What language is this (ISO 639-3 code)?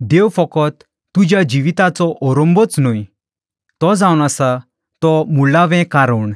kok